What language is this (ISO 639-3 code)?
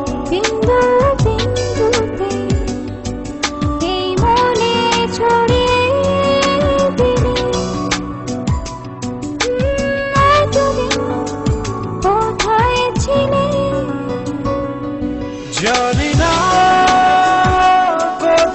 ben